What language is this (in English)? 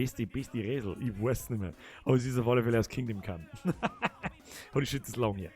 Bavarian